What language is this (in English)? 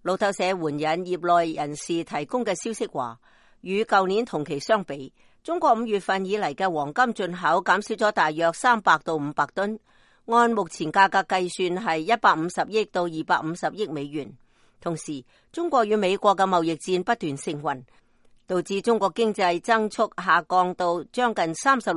Cantonese